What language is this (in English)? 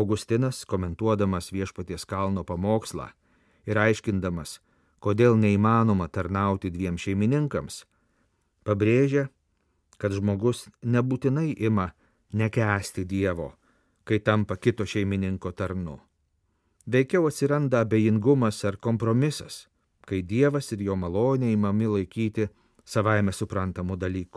Lithuanian